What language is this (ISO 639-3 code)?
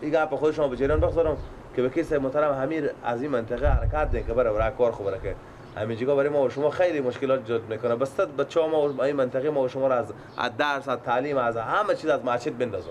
fas